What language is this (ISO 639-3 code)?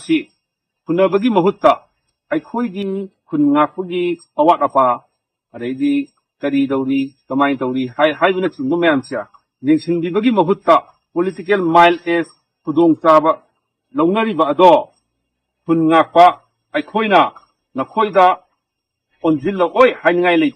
mni